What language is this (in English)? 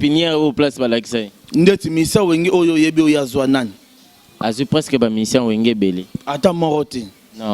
Lingala